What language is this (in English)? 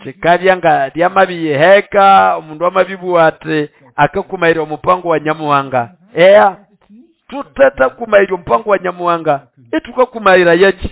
Nande